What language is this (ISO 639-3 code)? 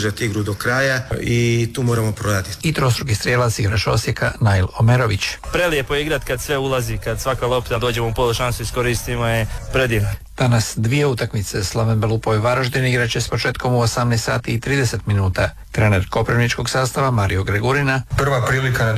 hrv